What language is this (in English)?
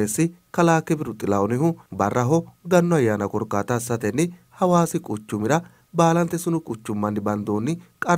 Sidamo